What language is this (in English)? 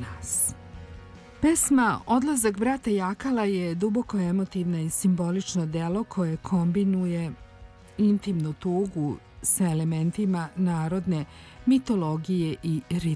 Serbian